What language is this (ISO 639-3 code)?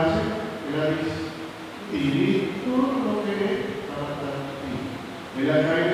pap